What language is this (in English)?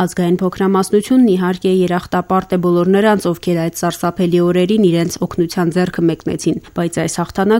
Armenian